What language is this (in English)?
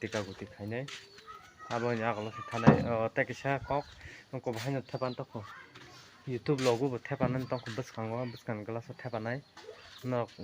Kok Borok